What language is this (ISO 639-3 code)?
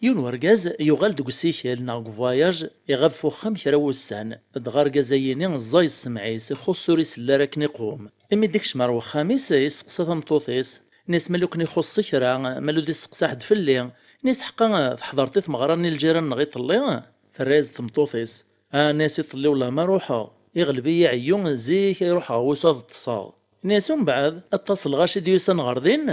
kab